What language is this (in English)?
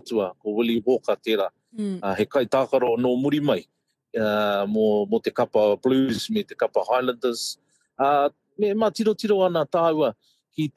Māori